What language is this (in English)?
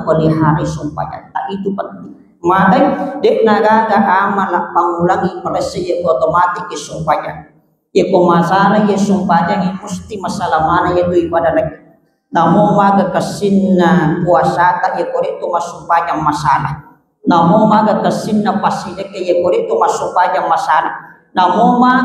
Buginese